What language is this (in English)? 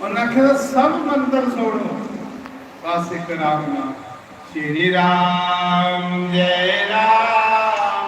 Dogri